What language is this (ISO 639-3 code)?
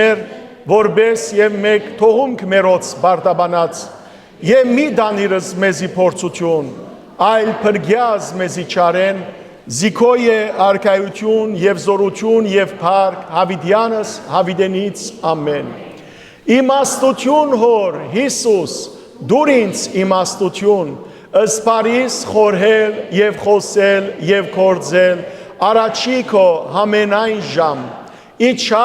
hyw